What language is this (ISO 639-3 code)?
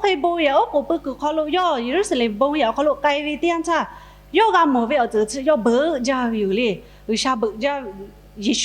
lhu